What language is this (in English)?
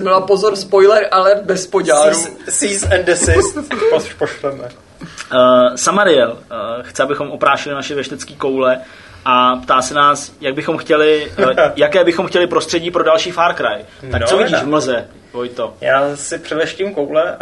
Czech